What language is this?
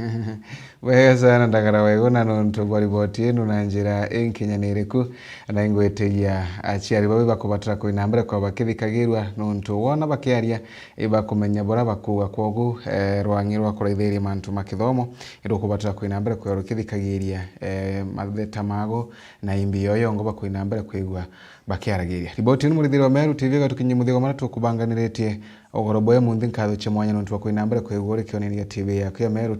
Meru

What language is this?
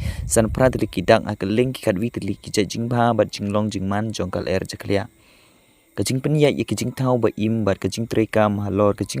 Khasi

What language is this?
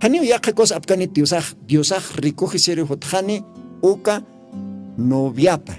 Aymara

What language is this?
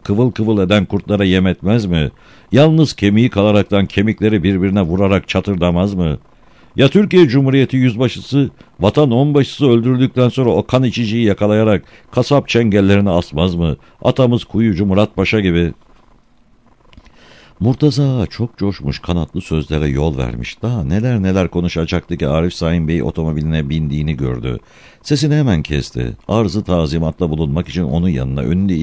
Turkish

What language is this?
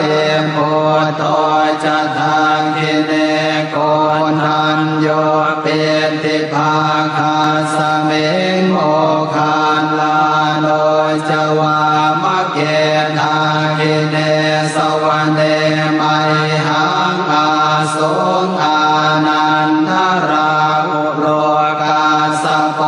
Pali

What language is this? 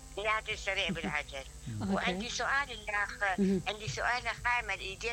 Mesopotamian Arabic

